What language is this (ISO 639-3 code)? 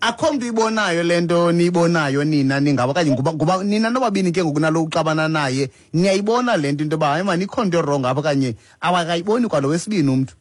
xho